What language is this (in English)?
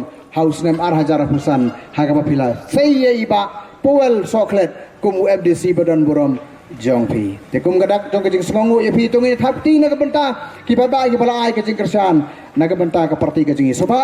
Khasi